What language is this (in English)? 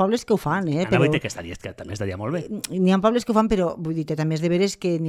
Catalan